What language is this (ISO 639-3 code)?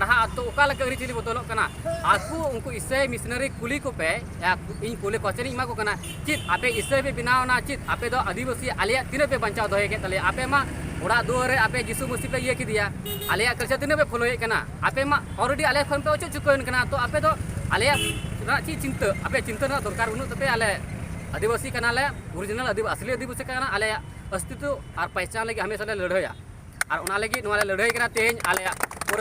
sat